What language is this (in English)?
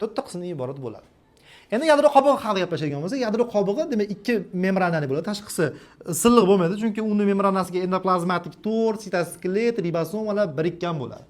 Uzbek